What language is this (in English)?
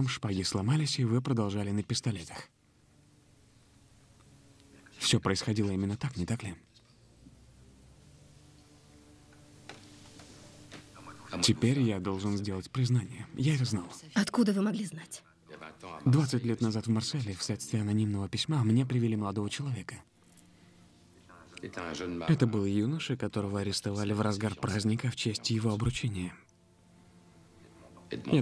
Russian